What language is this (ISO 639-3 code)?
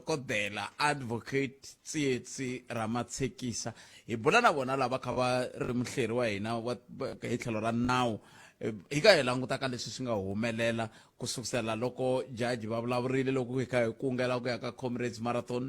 tso